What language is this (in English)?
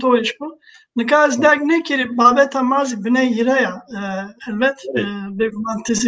Zaza